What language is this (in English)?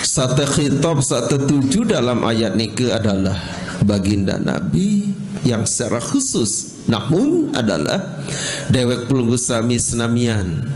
Sasak